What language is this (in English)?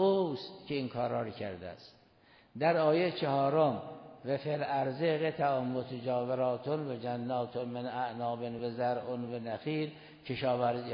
Persian